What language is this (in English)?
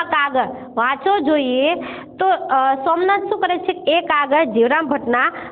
Gujarati